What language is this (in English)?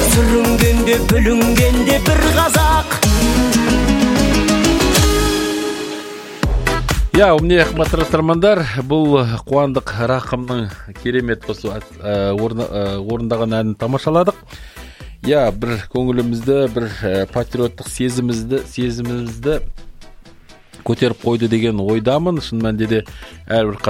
Kazakh